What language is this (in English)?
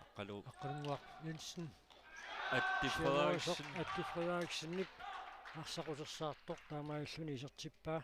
Kalaallisut